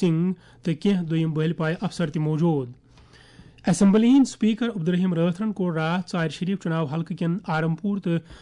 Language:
Kashmiri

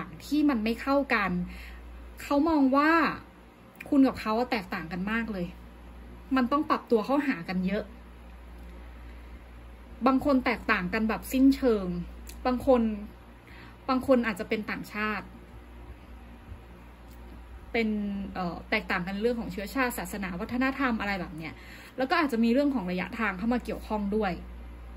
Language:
Thai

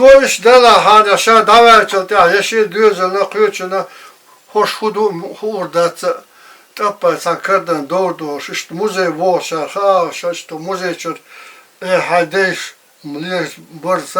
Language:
Chechen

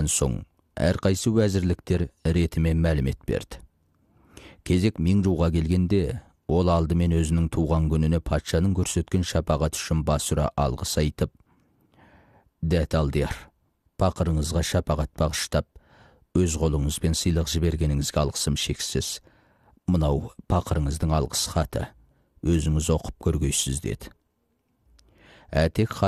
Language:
Kazakh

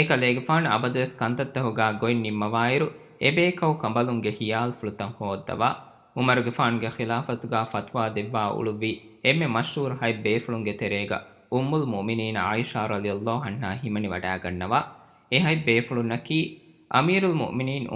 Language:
Divehi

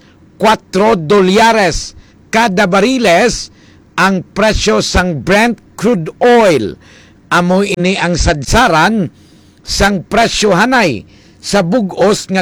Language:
Hiligaynon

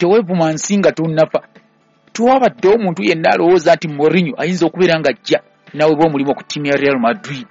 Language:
Ganda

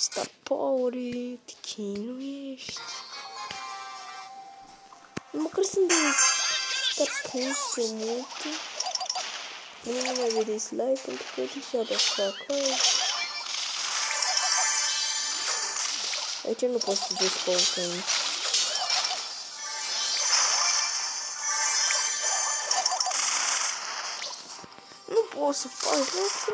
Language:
Romanian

